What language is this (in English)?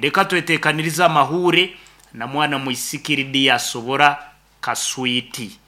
Nyankole